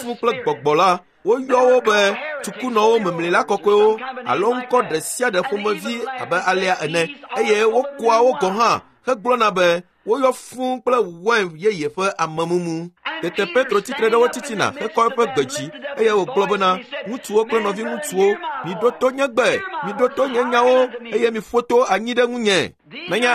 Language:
Ewe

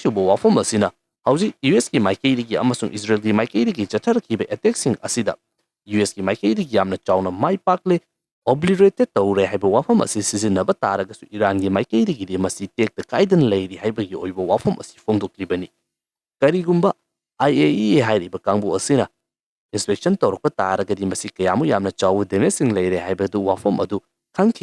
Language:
Manipuri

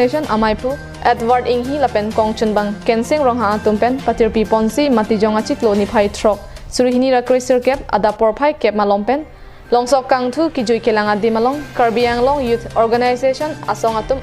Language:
Karbi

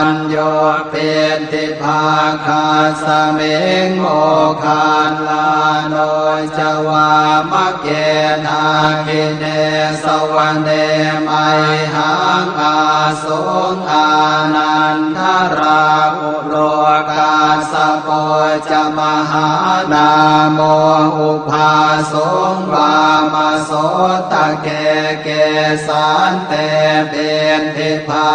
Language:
Pali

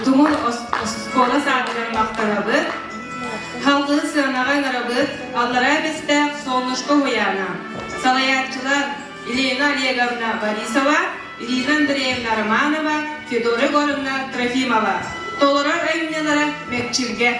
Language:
Yakut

